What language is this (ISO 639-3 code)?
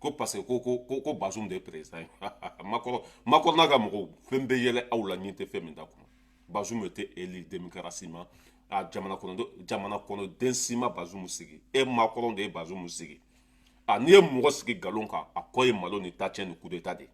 bam